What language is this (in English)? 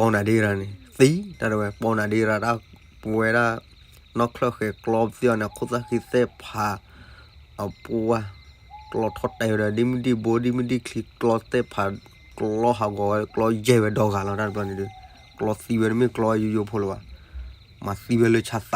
S'gaw Karen